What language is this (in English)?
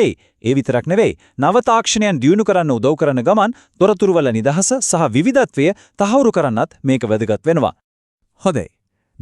Sinhala